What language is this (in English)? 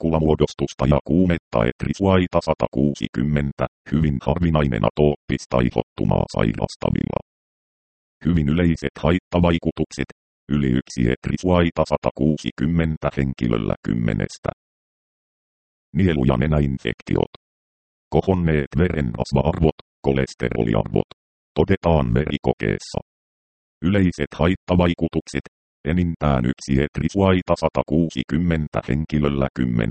Finnish